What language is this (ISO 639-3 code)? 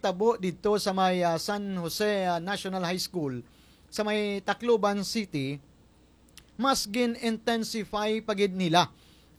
hil